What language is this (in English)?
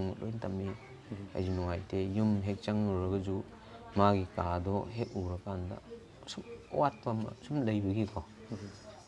Manipuri